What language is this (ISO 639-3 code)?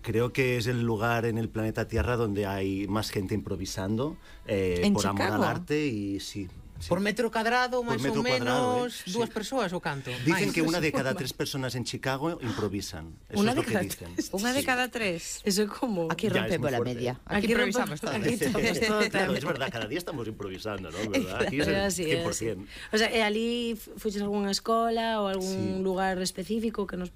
glg